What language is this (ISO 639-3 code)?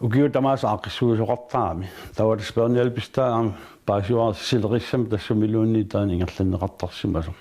kal